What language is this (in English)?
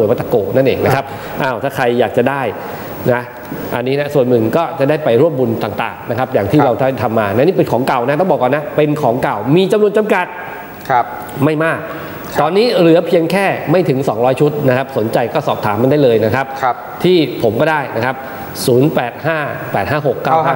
Thai